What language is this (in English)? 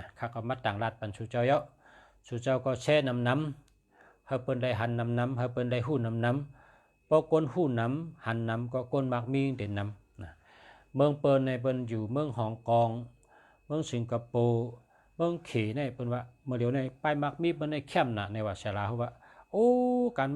Shan